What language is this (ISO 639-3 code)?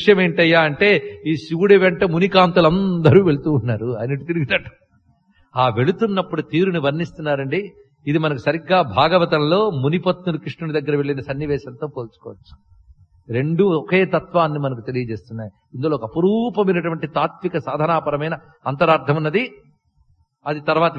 tel